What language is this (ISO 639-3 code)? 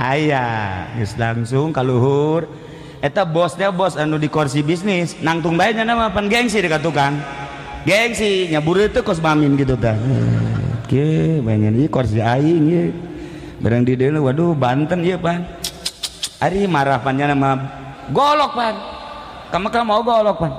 sun